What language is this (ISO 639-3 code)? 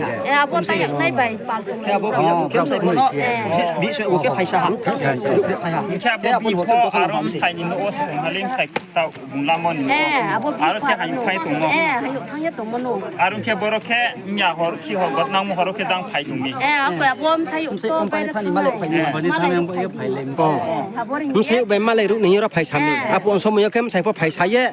ria